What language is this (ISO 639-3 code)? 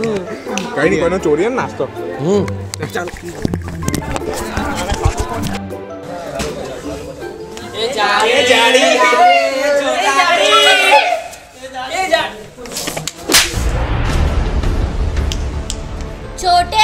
guj